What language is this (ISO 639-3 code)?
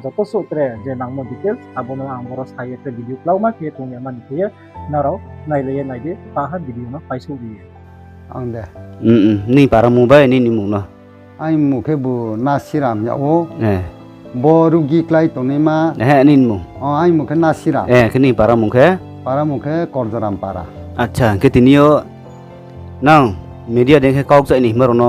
ria